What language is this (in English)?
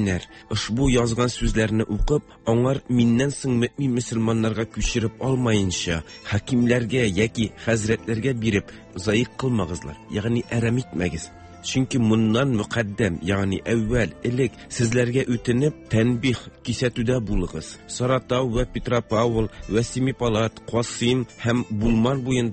Tatar